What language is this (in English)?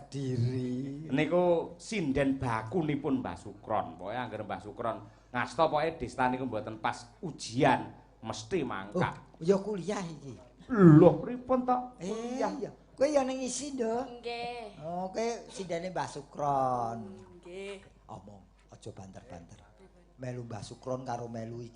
Javanese